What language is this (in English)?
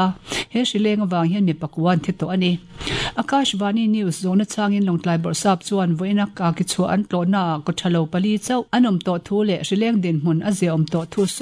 Mizo